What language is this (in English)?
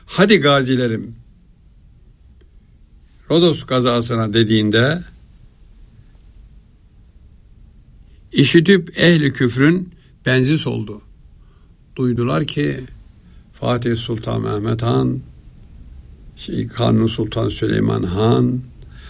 Turkish